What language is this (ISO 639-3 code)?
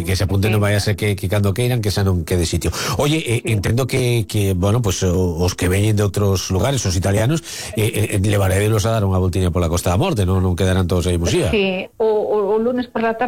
glg